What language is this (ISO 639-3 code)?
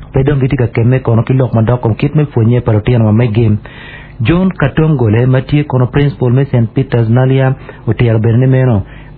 ach